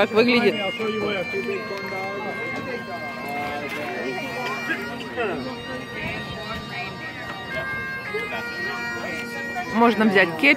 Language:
Russian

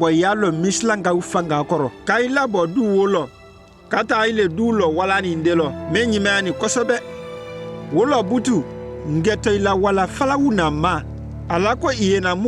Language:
Konyanka Maninka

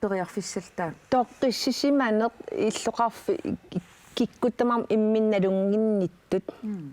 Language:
Kalaallisut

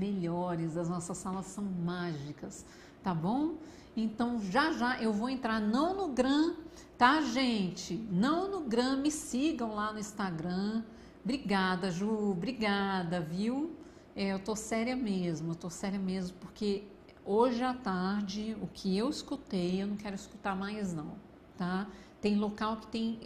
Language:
Portuguese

